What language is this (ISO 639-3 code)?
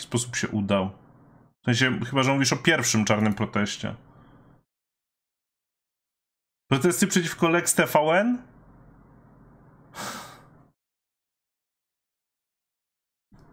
pol